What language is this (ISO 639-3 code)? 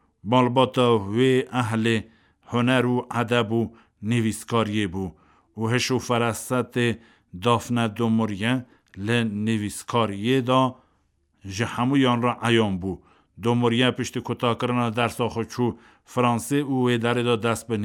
kur